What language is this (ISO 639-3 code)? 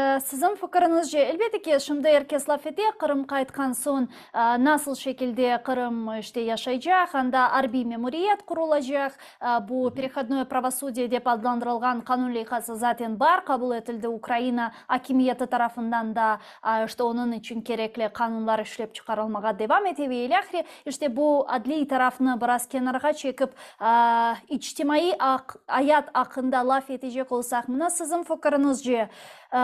crh